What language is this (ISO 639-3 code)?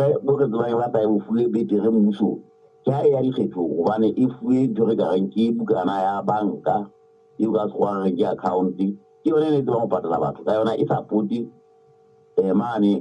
sot